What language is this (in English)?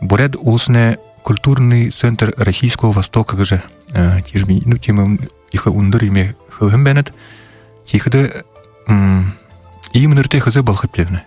Buriat